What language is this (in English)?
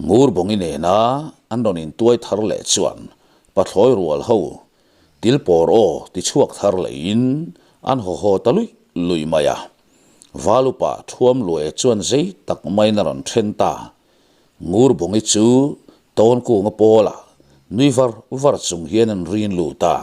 Mizo